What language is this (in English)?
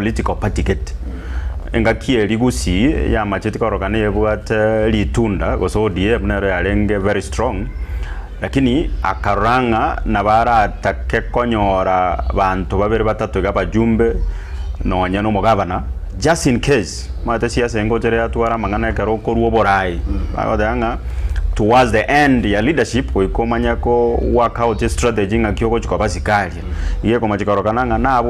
Gusii